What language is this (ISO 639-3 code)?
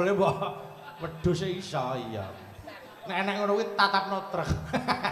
jav